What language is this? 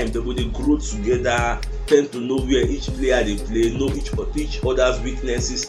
Nigerian Pidgin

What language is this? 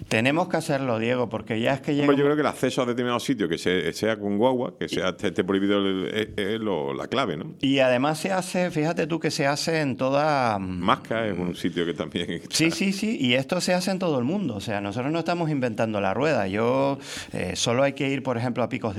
Spanish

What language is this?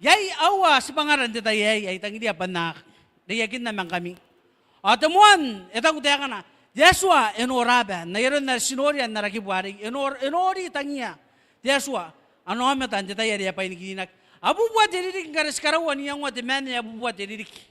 Gilbertese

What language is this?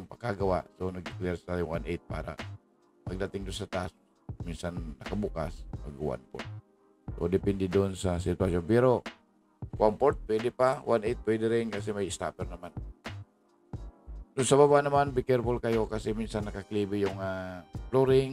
Filipino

